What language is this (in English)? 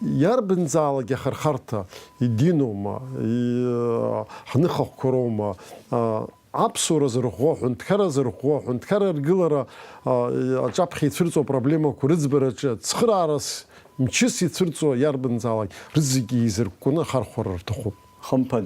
Abkhazian